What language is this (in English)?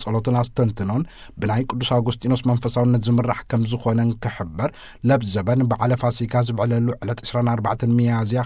Tigrinya